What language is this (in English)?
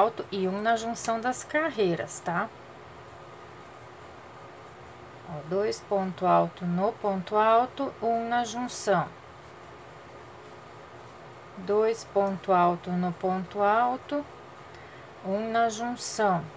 Portuguese